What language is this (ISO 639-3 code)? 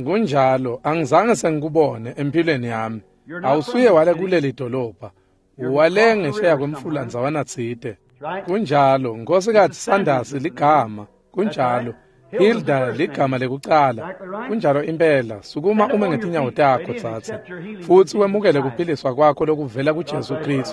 ssw